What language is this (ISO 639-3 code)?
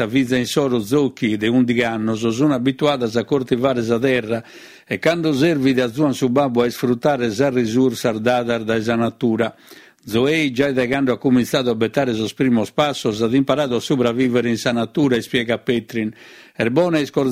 srd